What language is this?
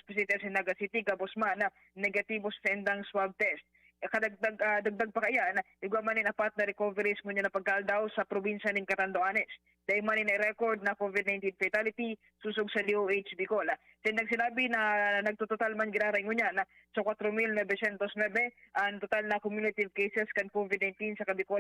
Bikol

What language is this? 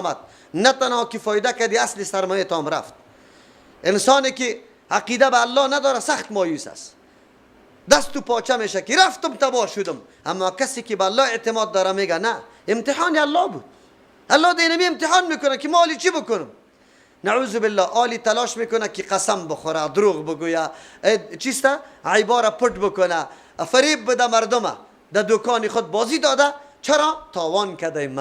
Persian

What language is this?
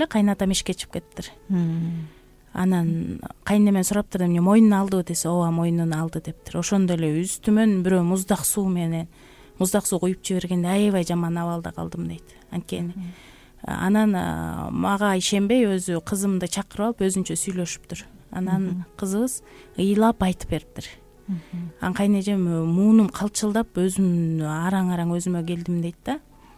Kyrgyz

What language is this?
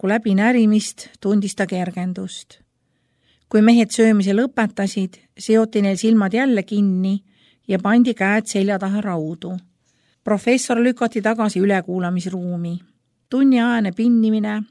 Estonian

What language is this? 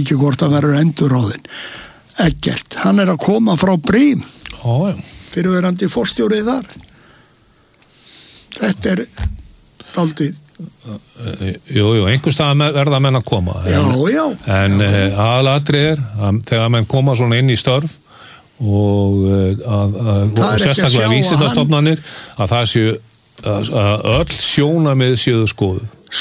Icelandic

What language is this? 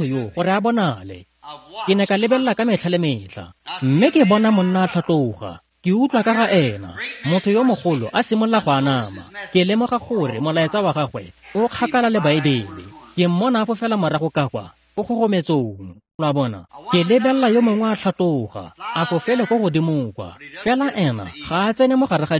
Tswana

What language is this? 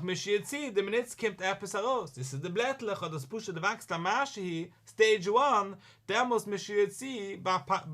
Yiddish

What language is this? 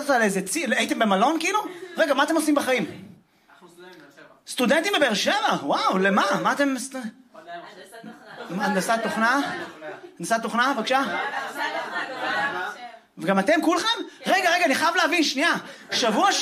Hebrew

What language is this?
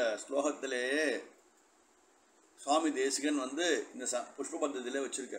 Tamil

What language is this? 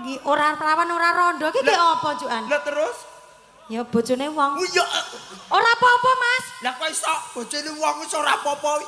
Javanese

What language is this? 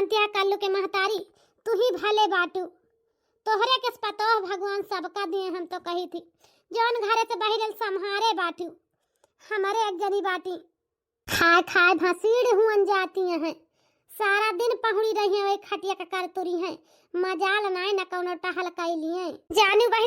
Awadhi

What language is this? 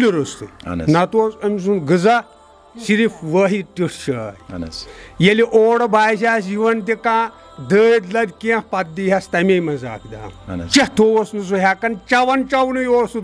Kashmiri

